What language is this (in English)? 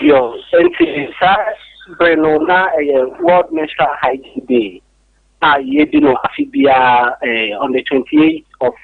Akan